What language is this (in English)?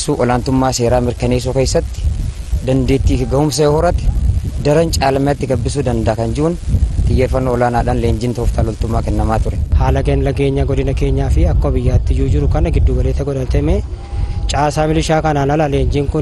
Oromo